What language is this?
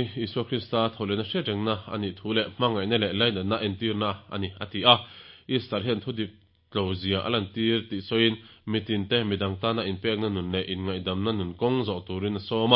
Mizo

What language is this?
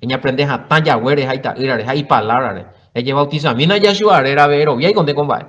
Guarani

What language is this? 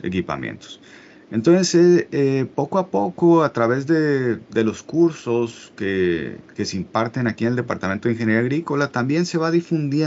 Spanish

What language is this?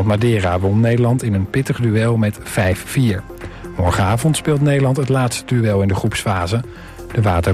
Dutch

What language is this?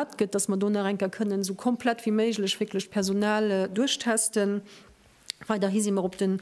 Luxembourgish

